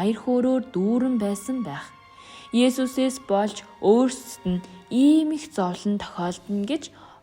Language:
Mongolian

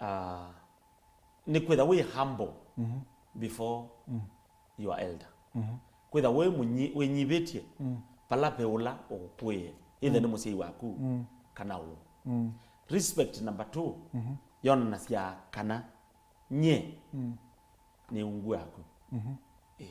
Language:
Kamba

